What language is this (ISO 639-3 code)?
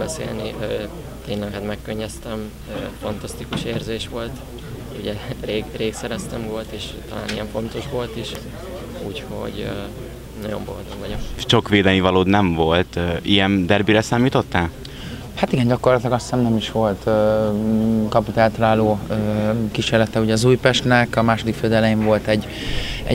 hun